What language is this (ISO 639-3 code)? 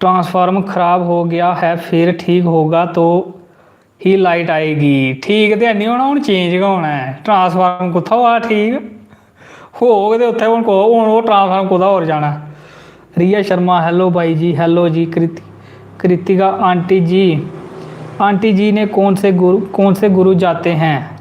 doi